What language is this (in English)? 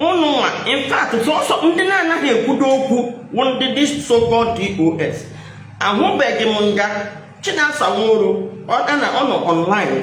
Igbo